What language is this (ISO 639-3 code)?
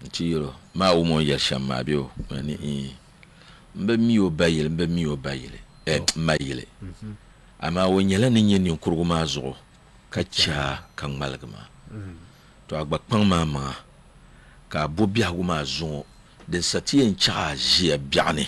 dag